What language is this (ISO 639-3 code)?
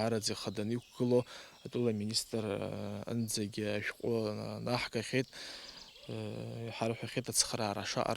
abk